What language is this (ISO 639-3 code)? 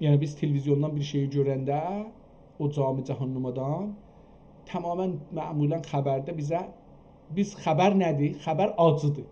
azb